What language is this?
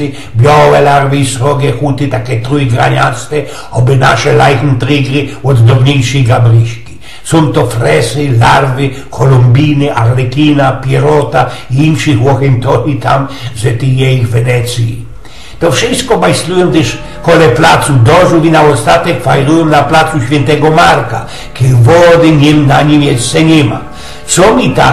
Silesian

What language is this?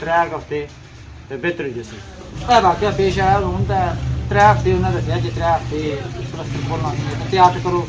Pahari-Potwari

